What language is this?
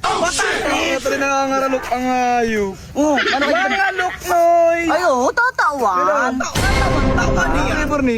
Bikol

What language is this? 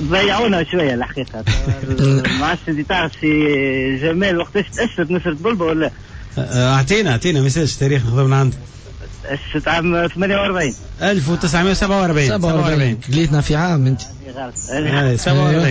Tunisian Arabic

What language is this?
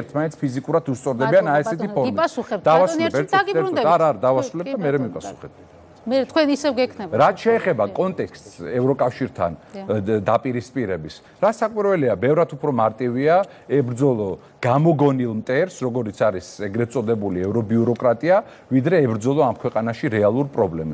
Georgian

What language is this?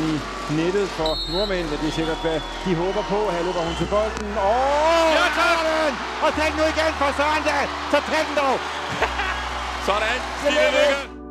Danish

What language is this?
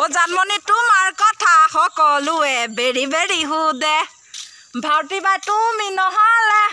Assamese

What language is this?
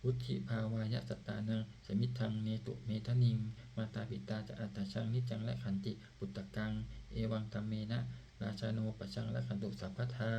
Pali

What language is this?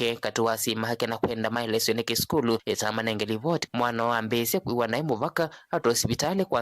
Kamba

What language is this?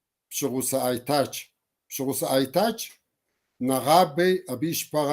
Kabardian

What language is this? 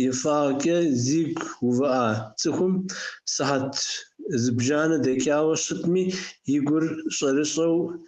Kabardian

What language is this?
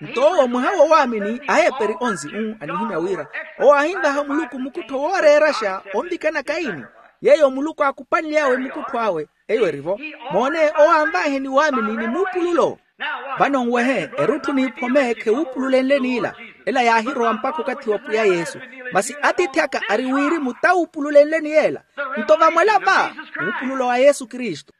Makhuwa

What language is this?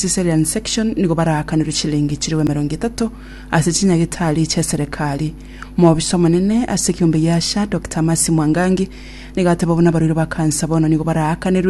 Gusii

